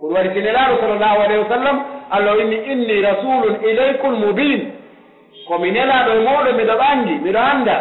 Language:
Pular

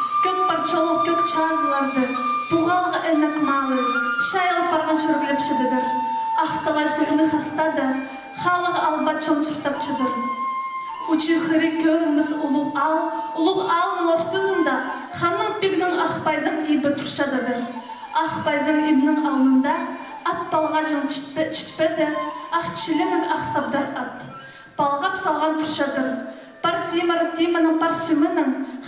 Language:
Khakas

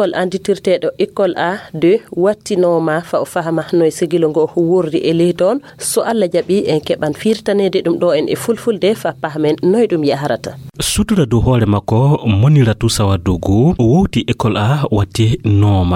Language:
Fula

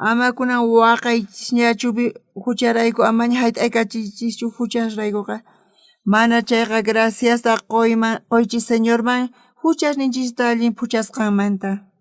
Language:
South Bolivian Quechua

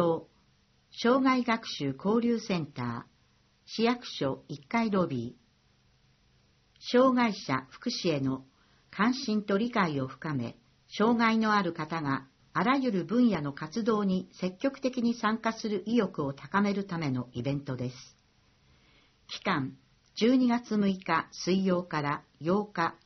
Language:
Japanese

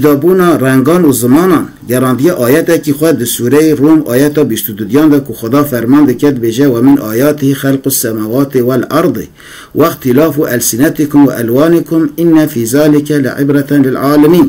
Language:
Kurdish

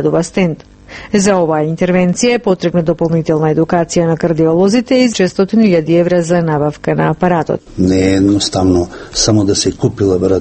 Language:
Macedonian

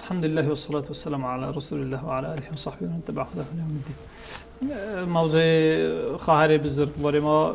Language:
Persian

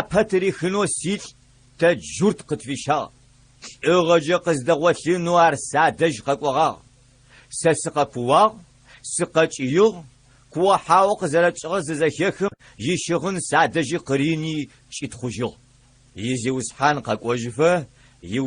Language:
Adyghe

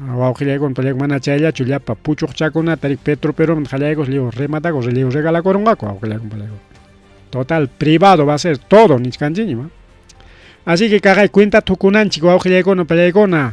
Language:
Ayacucho Quechua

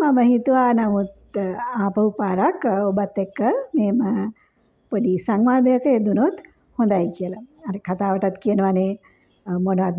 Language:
Sinhala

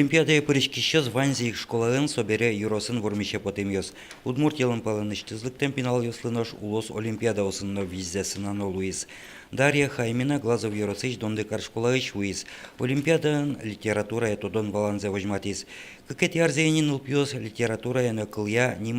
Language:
Udmurt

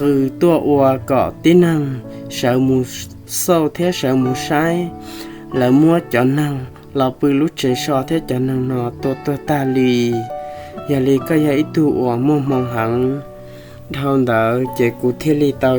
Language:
Hmong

